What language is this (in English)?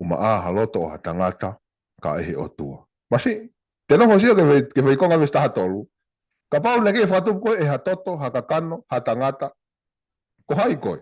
Tongan